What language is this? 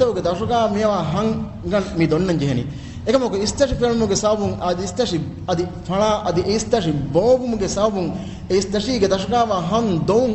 Divehi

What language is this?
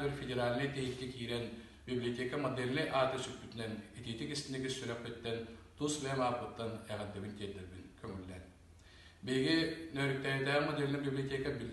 Yakut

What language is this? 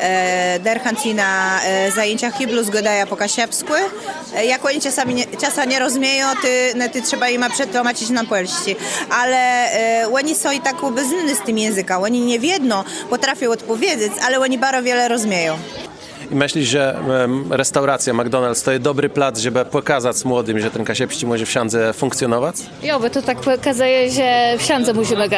Kashubian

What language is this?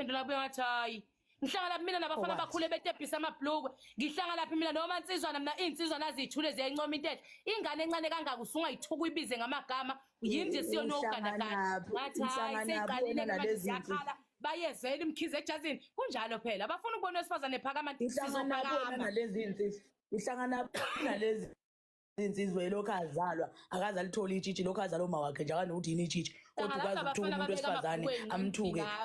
Zulu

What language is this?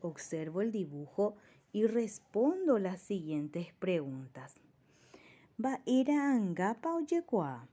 Guarani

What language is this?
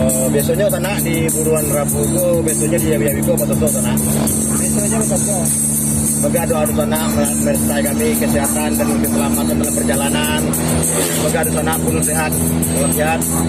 Minangkabau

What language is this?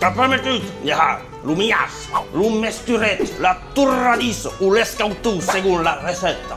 Occitan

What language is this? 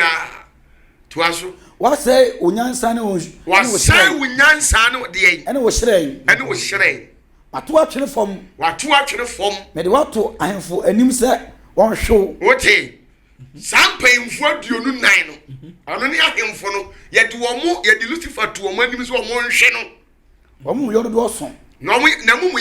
Akan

